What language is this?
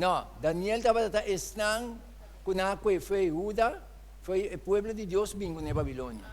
Papiamento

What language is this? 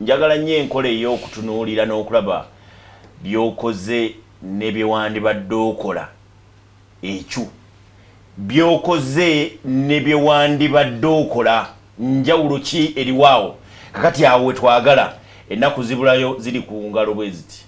Ganda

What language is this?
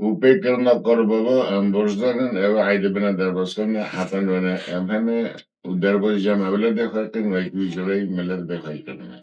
Kurdish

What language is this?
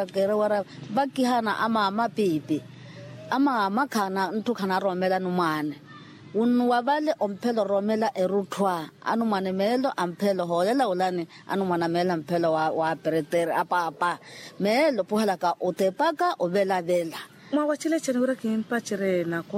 Makhuwa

